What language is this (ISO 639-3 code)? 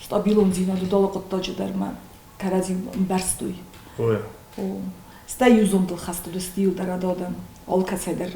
oss